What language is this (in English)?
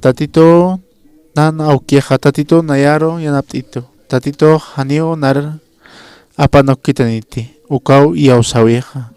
Aymara